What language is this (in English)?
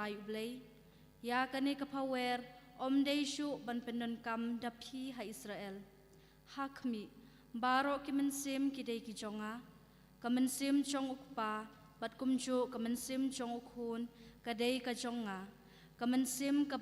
Khasi